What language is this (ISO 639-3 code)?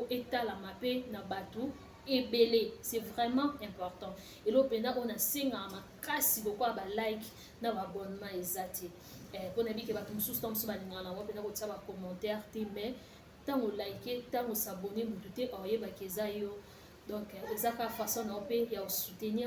lin